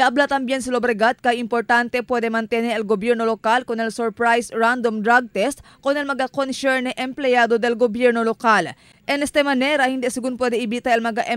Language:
Chavacano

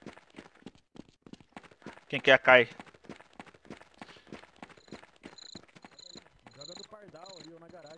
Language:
Portuguese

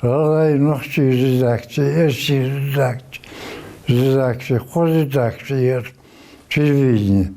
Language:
Ingush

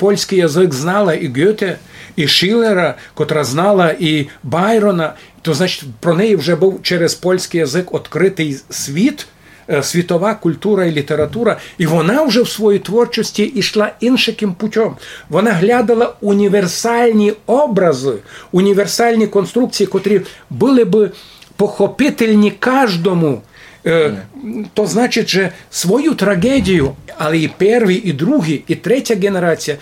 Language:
Rusyn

